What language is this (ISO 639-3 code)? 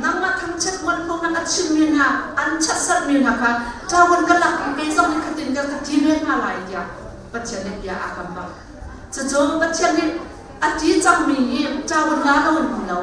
cnh